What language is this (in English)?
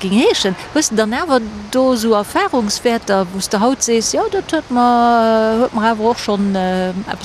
Luxembourgish